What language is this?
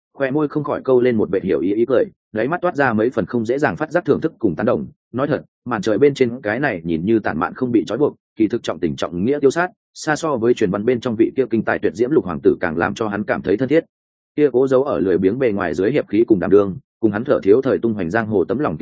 Vietnamese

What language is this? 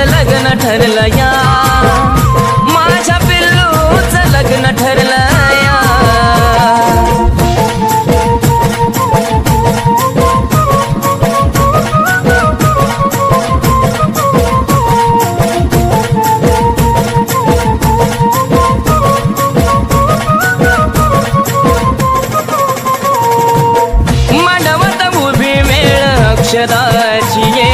Marathi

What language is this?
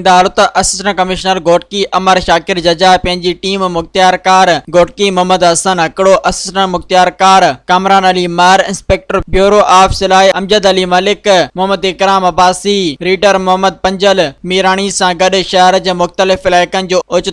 Sindhi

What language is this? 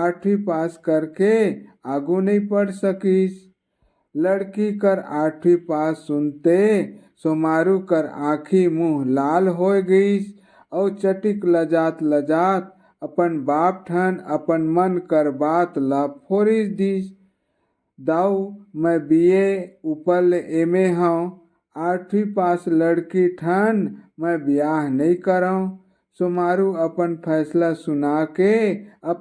Chhattisgarhi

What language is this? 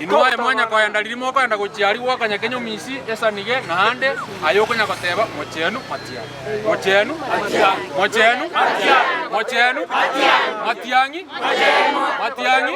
Gusii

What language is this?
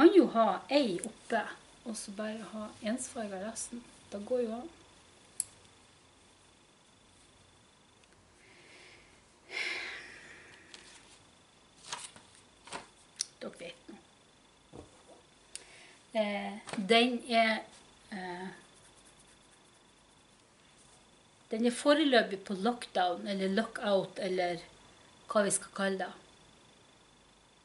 Norwegian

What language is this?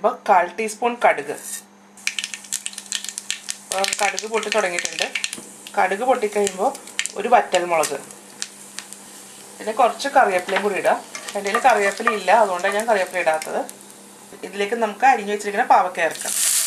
Malayalam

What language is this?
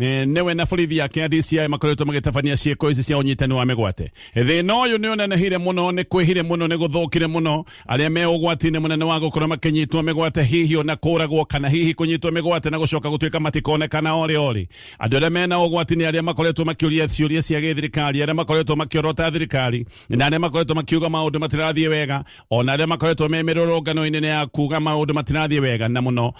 Kikuyu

